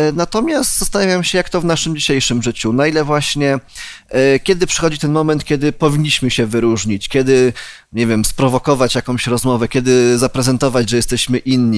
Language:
Polish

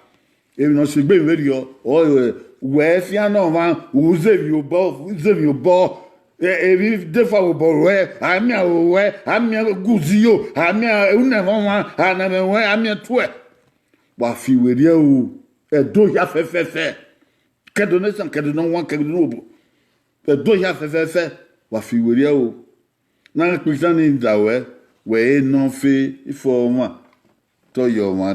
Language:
Bini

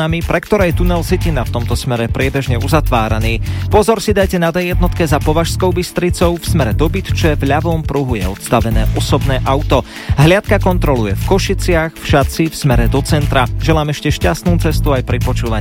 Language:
Slovak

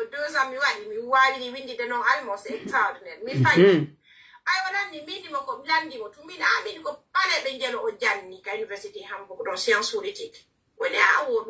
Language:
Pular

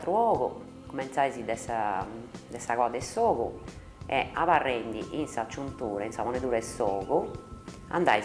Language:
Sardinian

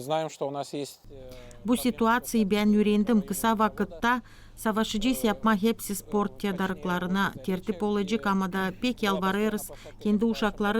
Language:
Gagauz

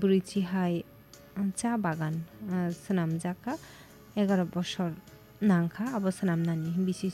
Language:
Kok Borok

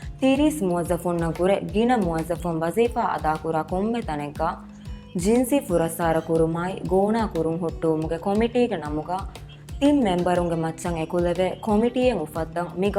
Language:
Divehi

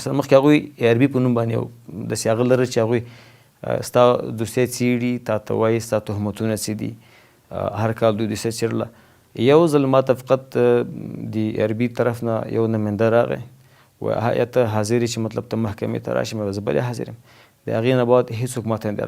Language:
Pashto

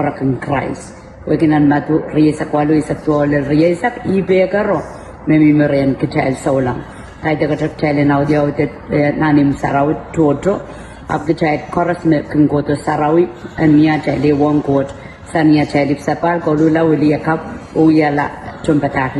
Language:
Pohnpeian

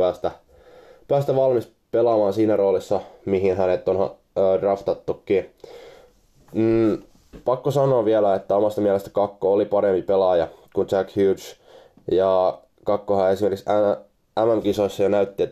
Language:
Finnish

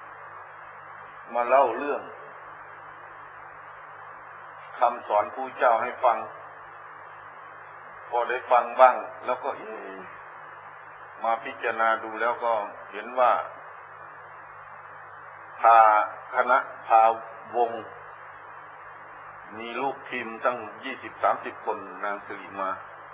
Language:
Thai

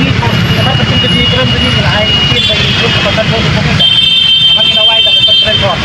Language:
Khasi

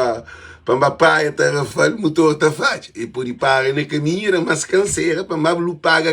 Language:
Kabuverdianu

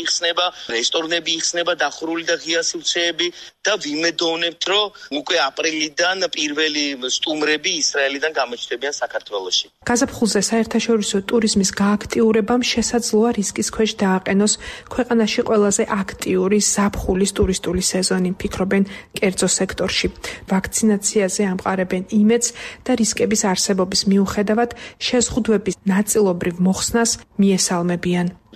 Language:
Georgian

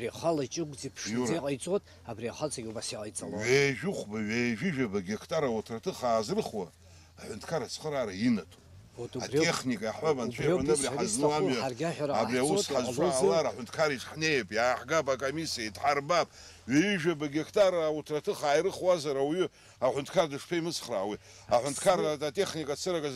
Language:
Abkhazian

